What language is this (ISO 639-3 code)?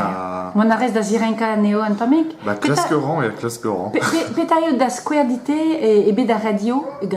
bre